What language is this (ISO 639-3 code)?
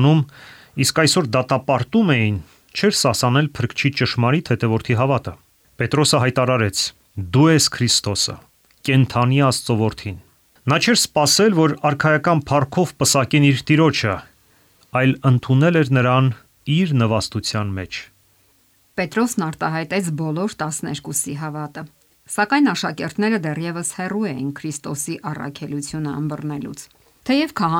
hye